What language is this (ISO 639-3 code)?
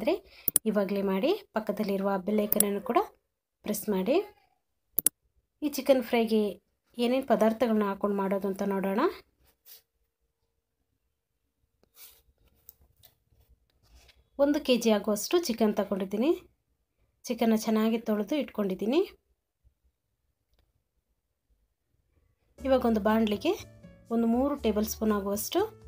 kan